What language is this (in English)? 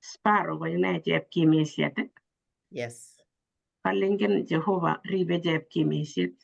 Kalenjin